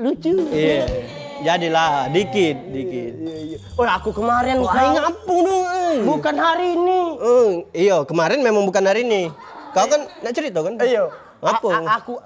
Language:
Musi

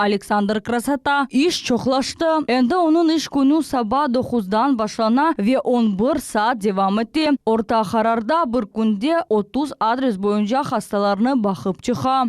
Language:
Crimean Tatar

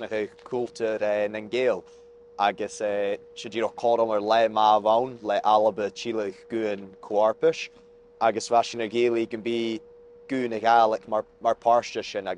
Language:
Scottish Gaelic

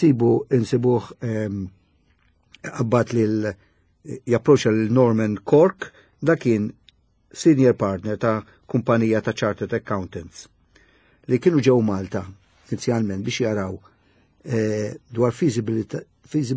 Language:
Maltese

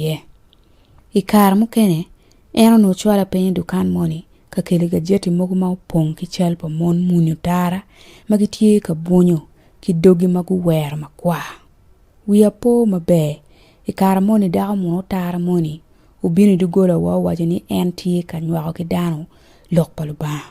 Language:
Acoli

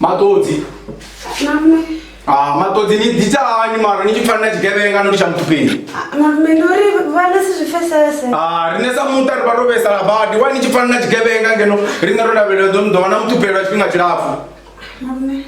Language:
Venda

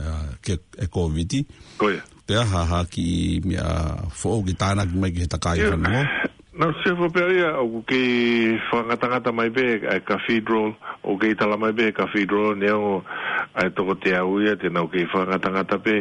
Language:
Tongan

